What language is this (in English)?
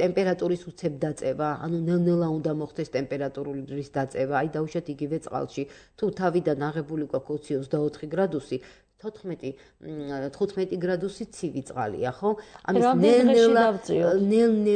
Georgian